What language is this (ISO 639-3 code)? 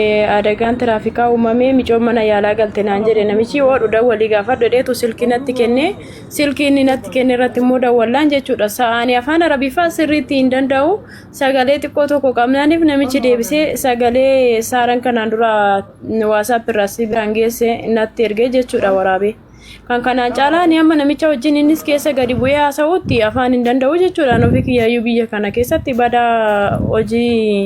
orm